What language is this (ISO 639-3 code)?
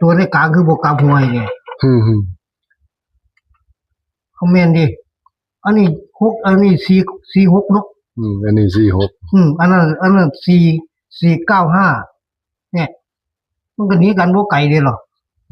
tts